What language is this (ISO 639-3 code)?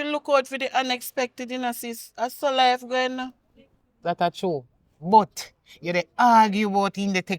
jam